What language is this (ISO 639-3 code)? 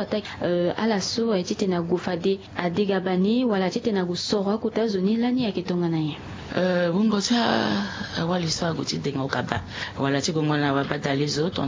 sag